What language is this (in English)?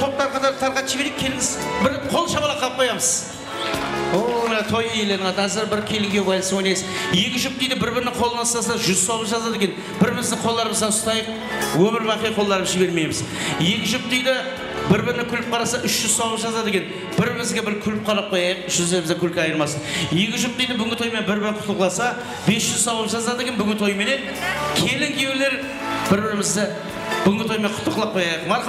Kara-Kalpak